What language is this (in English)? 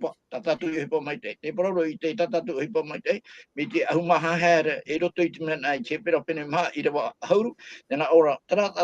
Tahitian